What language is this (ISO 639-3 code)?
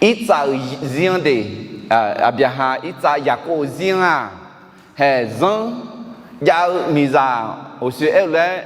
ahk